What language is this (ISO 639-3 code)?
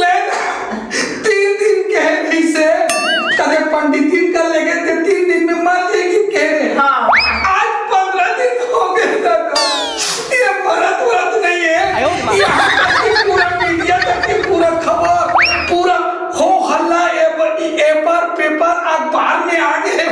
hne